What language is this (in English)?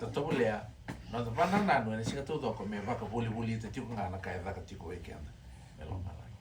Fijian